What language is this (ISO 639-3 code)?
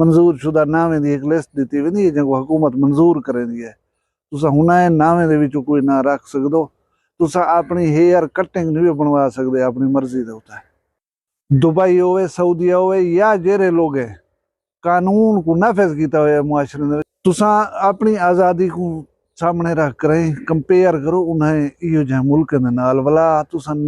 skr